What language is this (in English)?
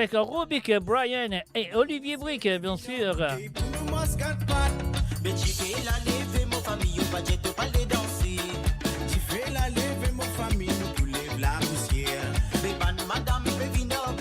Morisyen